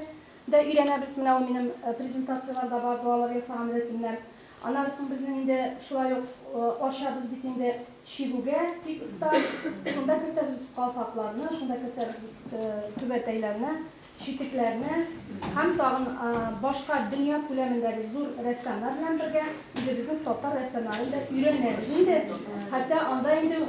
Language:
Tatar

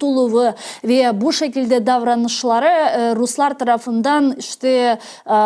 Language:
Crimean Tatar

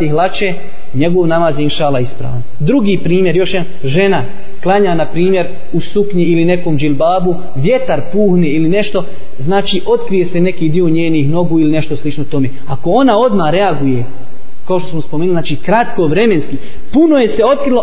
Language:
Bosnian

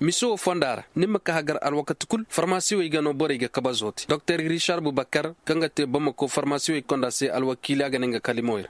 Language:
Koyraboro Senni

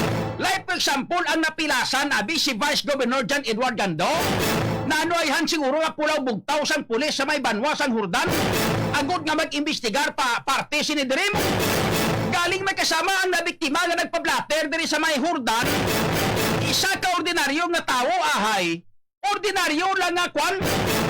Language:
Hiligaynon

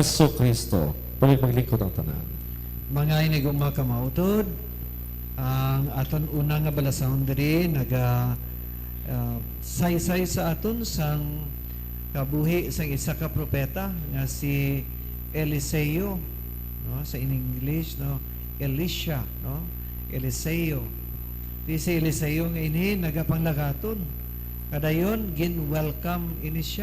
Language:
Hiligaynon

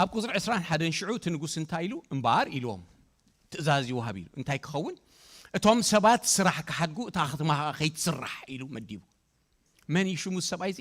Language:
Tigrinya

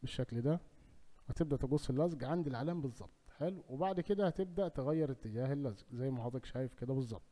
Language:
Egyptian Arabic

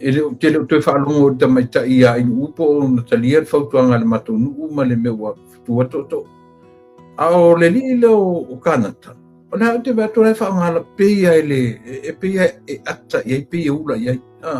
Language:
Samoan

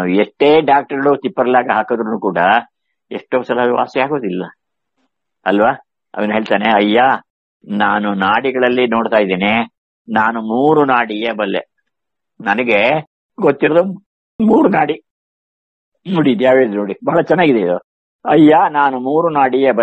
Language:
Kannada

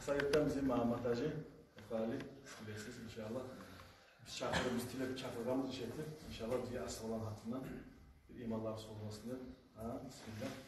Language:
Kumyk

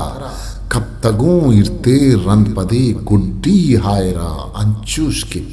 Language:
Eastern Balochi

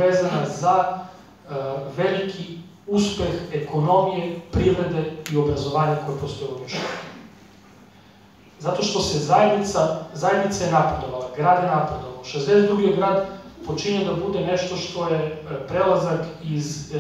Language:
Serbian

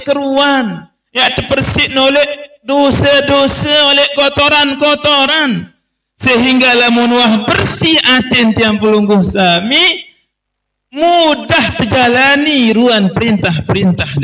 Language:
Sasak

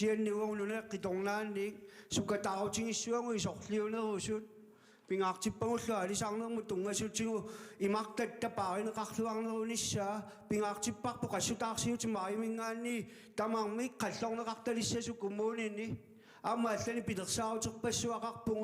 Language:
Kalaallisut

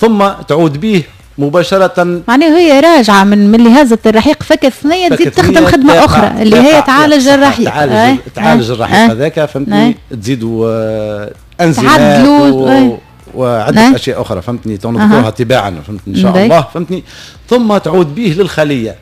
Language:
Tunisian Arabic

